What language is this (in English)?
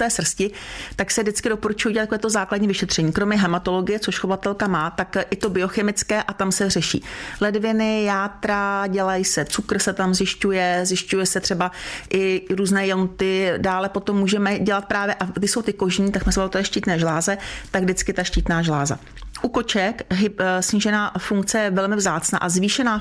Czech